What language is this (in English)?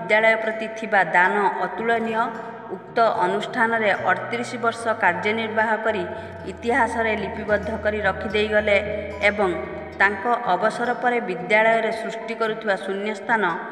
Odia